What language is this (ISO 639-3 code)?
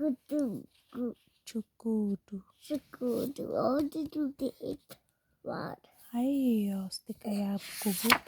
tsn